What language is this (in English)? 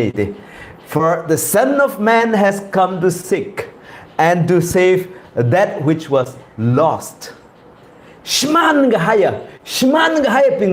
Tangkhul Naga (India)